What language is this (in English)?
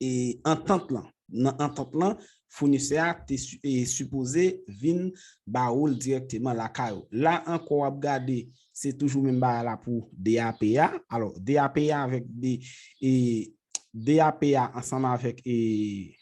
Haitian Creole